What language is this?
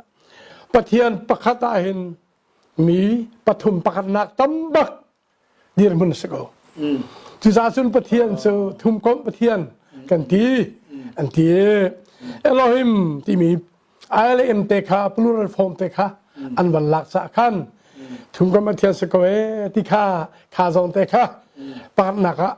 Hakha Chin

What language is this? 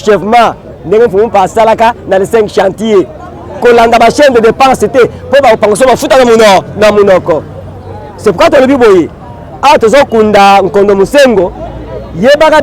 Lingala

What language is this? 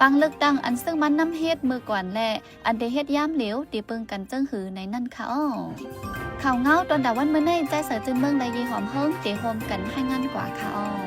Shan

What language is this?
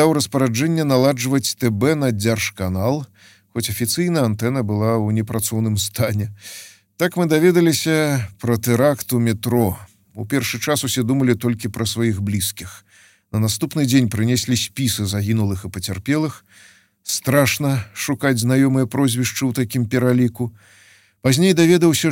Belarusian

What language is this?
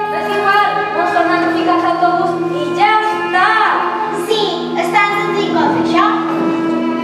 Catalan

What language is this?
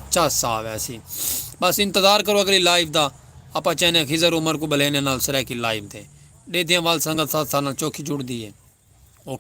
Saraiki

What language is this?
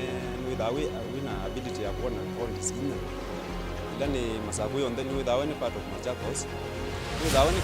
Kamba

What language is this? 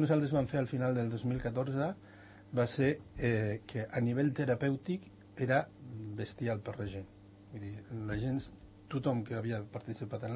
Catalan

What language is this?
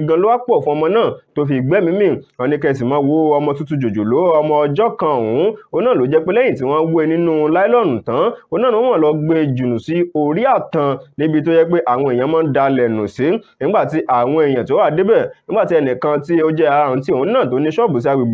Yoruba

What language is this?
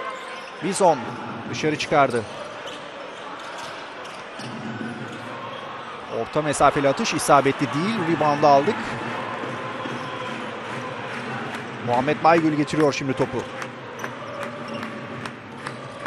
Turkish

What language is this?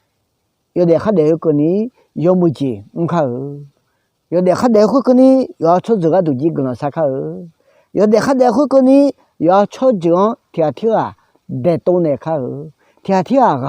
Akha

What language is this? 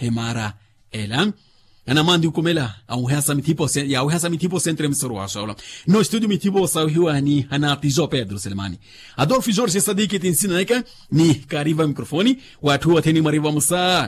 Makhuwa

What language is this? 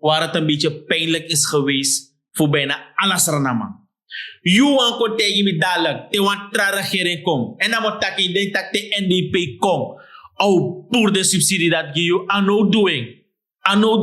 Sranan Tongo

